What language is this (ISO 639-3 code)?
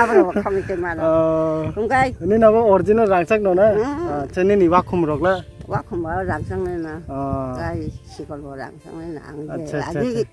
trp